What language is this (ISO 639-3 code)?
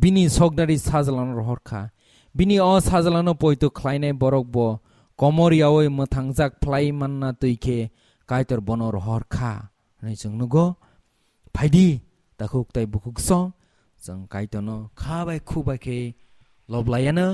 trp